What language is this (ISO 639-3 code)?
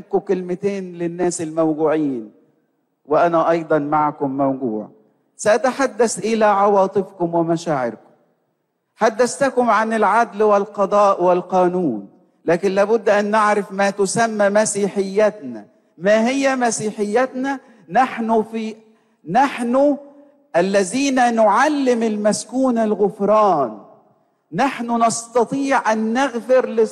ara